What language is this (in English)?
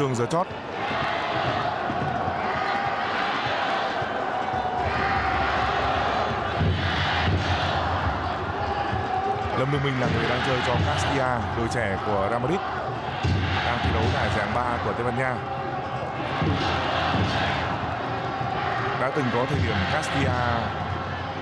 Vietnamese